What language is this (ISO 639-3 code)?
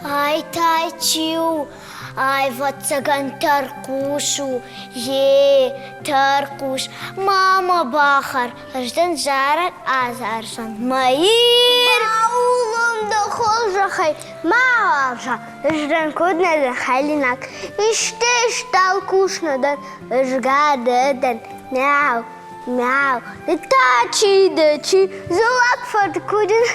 oss